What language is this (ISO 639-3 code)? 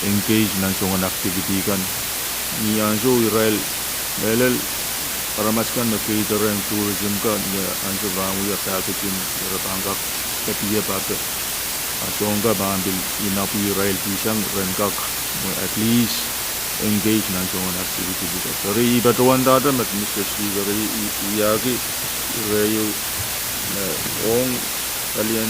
pon